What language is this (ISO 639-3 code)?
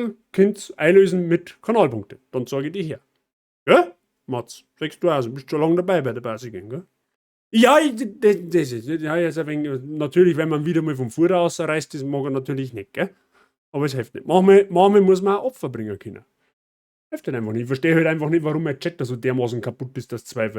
bar